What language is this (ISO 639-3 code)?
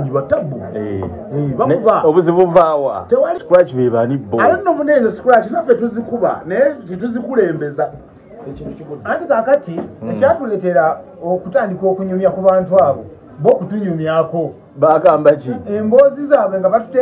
lug